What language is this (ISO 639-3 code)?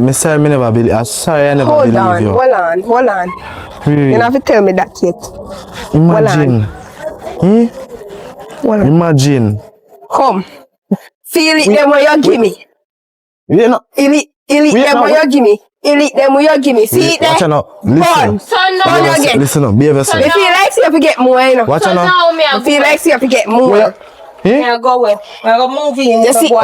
jam